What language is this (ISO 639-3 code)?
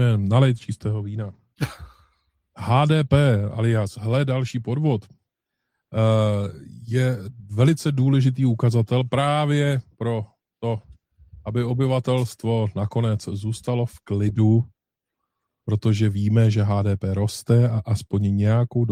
ces